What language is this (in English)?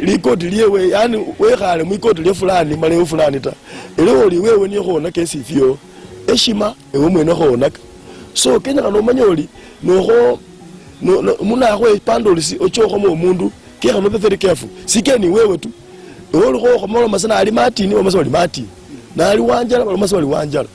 Luyia